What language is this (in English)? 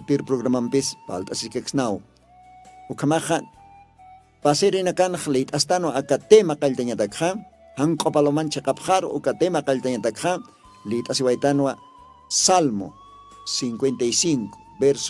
Aymara